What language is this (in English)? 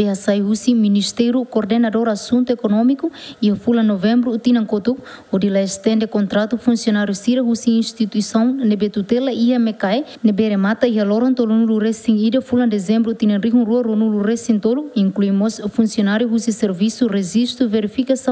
Tetum